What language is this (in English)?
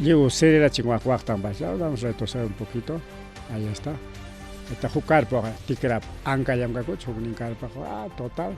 Ayacucho Quechua